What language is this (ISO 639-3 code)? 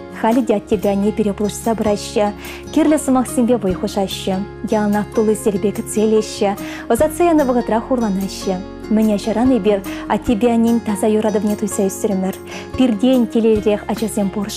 chv